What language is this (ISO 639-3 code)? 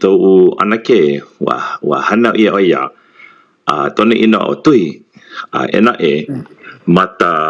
haw